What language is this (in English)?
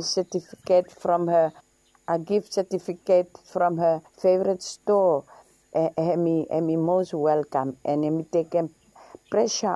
Bislama